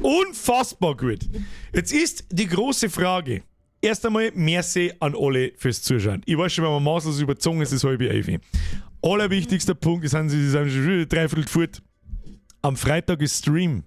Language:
Bavarian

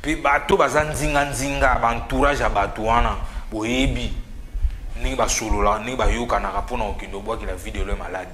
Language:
Lingala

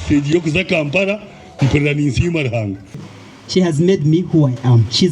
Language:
Nyankole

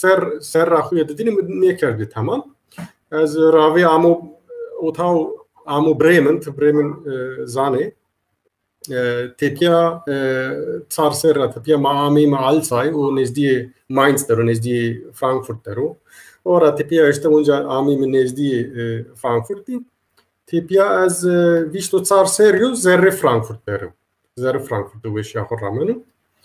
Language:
Zaza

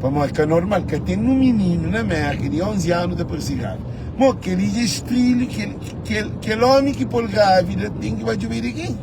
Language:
Kabuverdianu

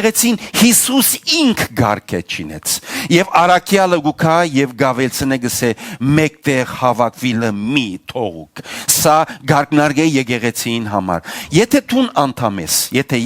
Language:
Western Armenian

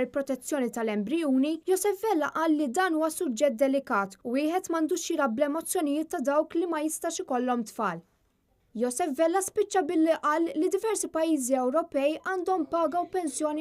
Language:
Maltese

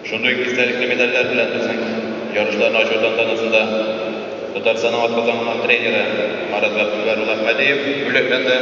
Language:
Tatar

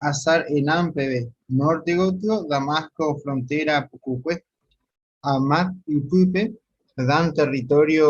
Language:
Guarani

